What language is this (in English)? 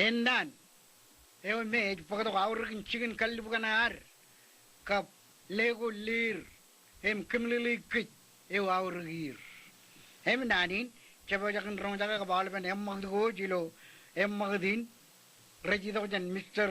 Marshallese